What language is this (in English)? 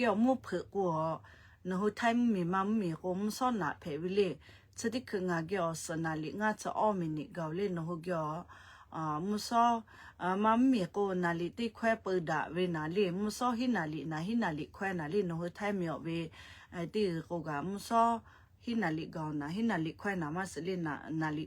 Lahu